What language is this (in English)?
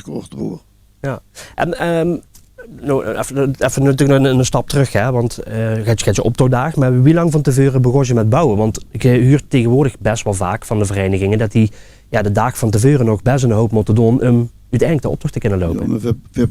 Limburgish